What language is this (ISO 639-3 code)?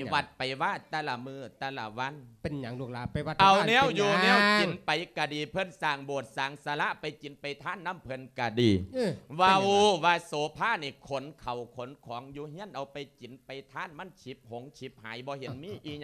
lao